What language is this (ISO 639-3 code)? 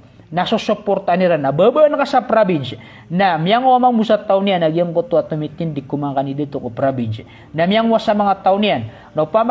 mrw